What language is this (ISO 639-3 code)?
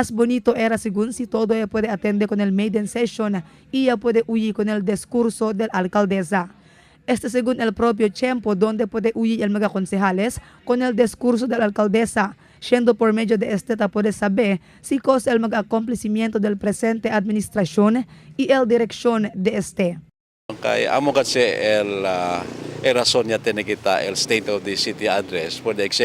cbk